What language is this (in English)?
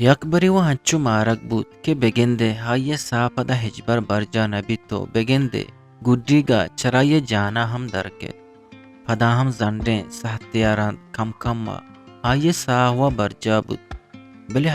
Eastern Balochi